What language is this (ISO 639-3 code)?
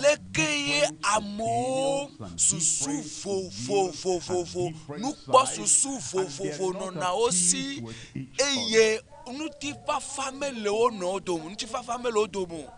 ewe